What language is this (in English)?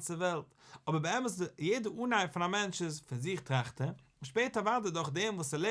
Yiddish